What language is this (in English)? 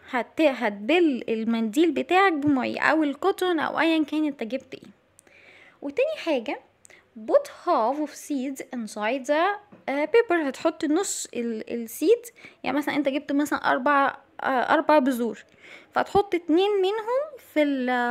Egyptian Arabic